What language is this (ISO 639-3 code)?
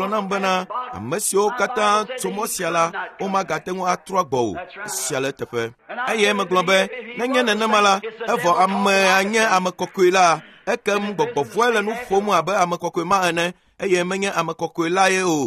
ewe